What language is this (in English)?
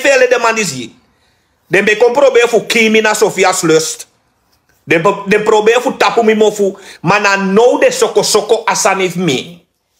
Sranan Tongo